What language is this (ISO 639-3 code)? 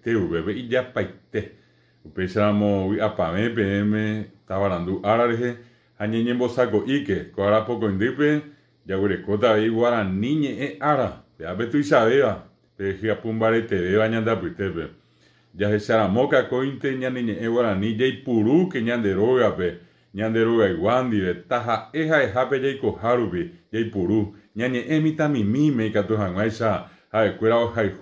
grn